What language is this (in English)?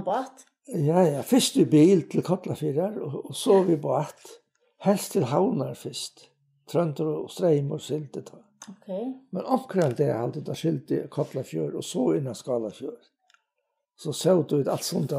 Faroese